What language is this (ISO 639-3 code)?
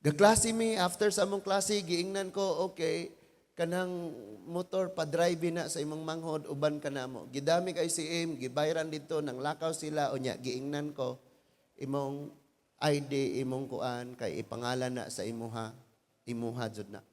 ceb